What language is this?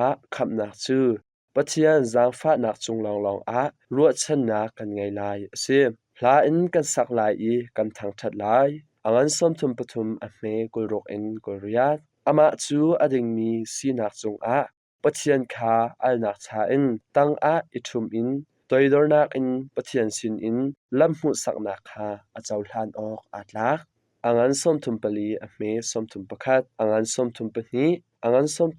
Hakha Chin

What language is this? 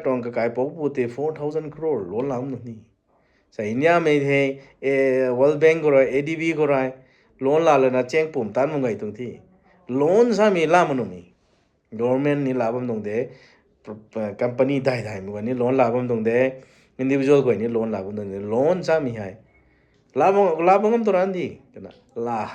Rongmei Naga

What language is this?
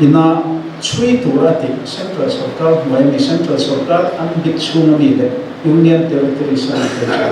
Mizo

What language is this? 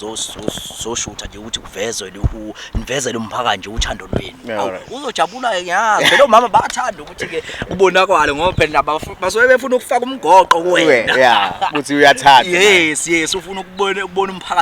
Zulu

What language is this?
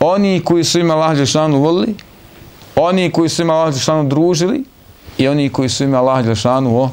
Bosnian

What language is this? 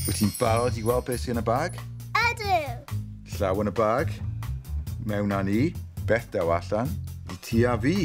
Welsh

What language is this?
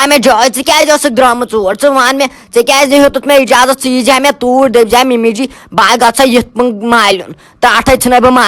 Kashmiri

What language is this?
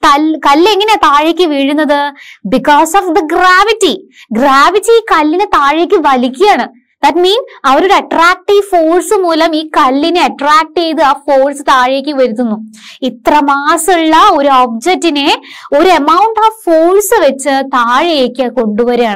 Malayalam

